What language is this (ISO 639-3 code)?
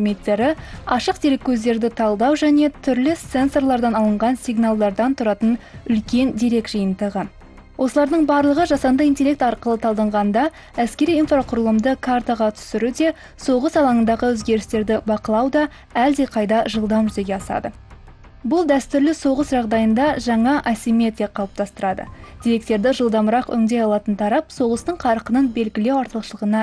kaz